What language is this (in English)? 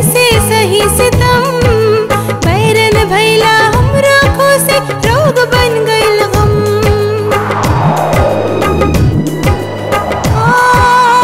Bhojpuri